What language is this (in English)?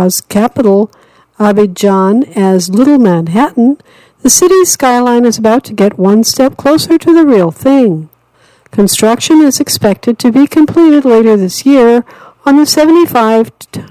English